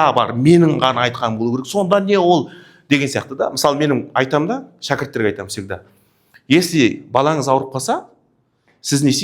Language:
Kazakh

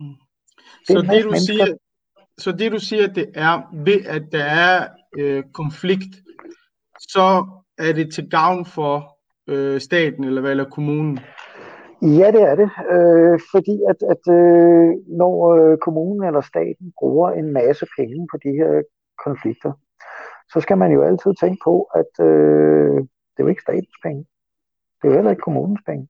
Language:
Danish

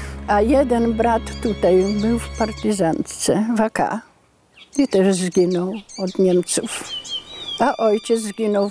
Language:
Polish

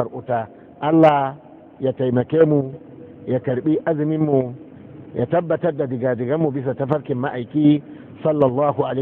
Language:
Hausa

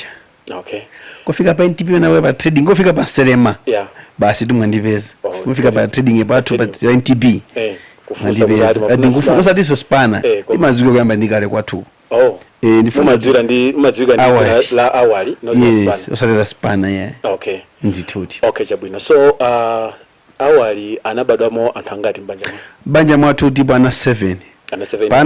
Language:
Nyanja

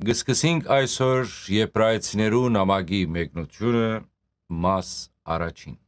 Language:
Western Armenian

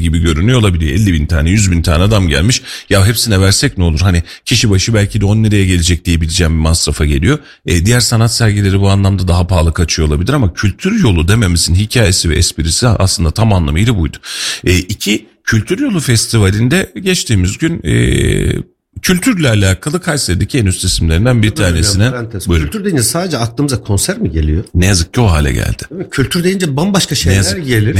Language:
Turkish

